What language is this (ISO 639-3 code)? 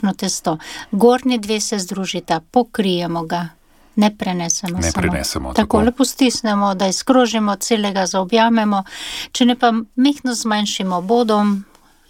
slv